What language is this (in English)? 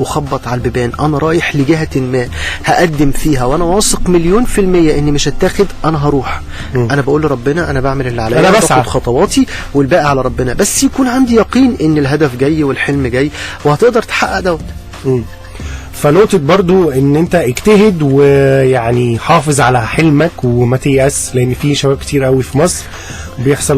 Egyptian Arabic